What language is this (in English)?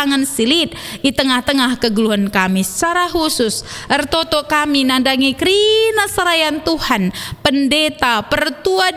Batak Karo